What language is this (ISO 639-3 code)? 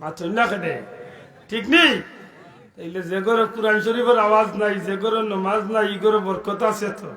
syl